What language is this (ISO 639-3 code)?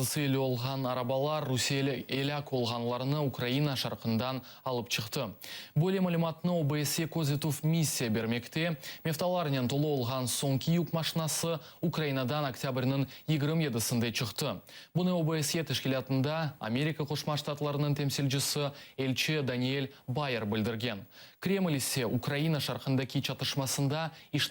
crh